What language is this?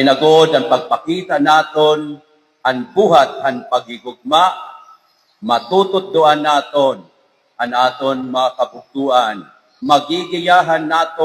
Waray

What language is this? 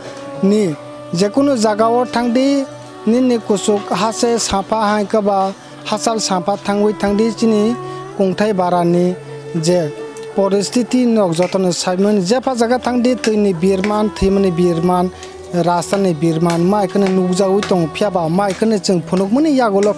Kok Borok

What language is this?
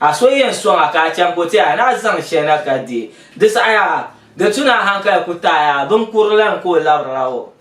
Dagbani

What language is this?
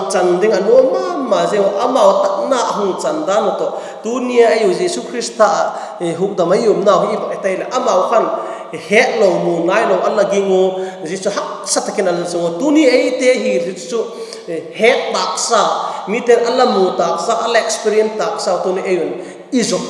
Vaiphei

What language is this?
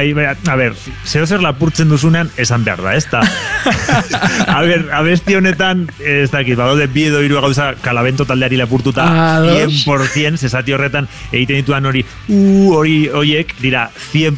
Basque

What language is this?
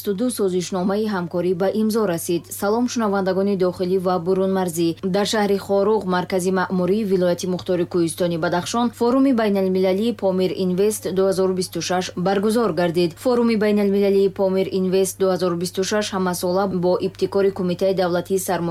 Tajik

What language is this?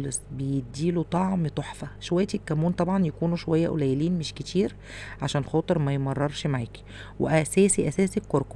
Egyptian Arabic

